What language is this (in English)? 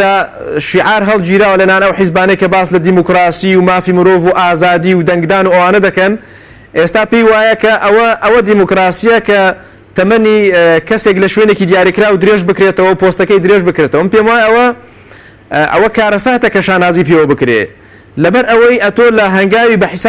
Central Kurdish